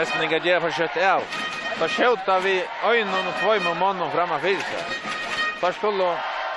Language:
Faroese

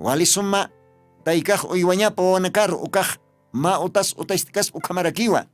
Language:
Aymara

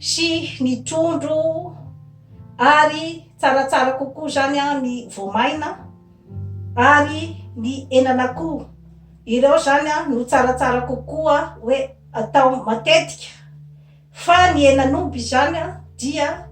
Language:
Malagasy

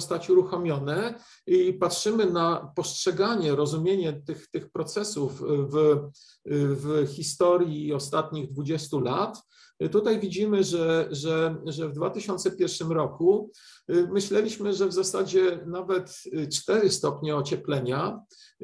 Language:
Polish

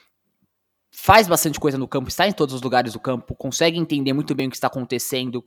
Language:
Portuguese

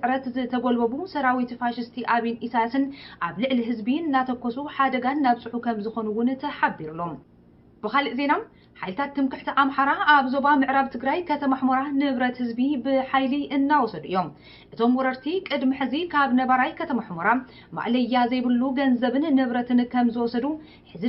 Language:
Tigrinya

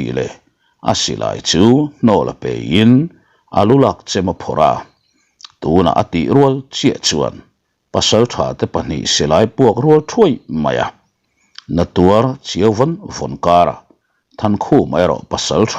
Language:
Mizo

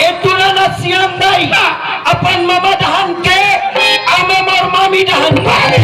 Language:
Chhattisgarhi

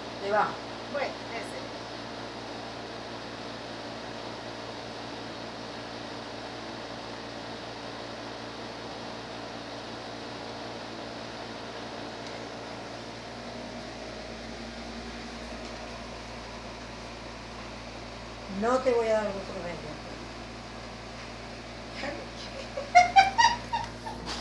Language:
Spanish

